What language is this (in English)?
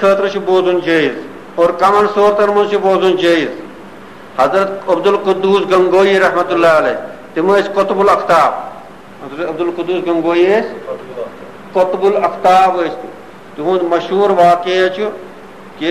Kashmiri